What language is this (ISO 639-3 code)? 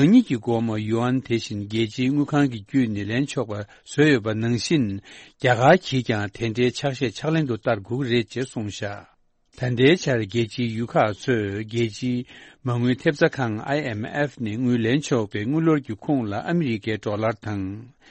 bod